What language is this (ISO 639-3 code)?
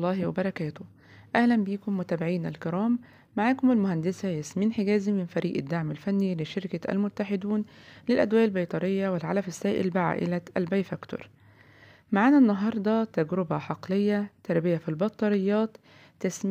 arz